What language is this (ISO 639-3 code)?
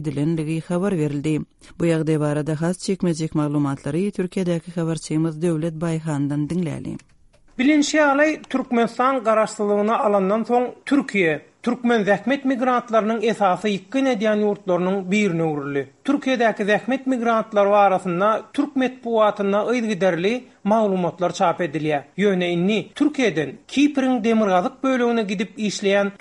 tuk